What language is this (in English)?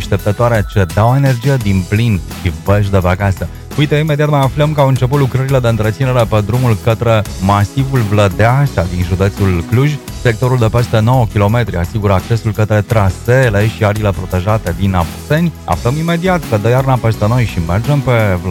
Romanian